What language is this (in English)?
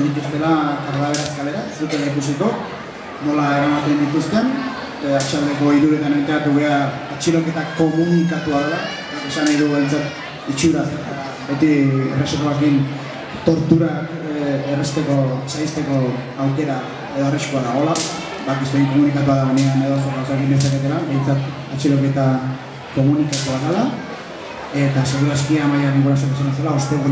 Basque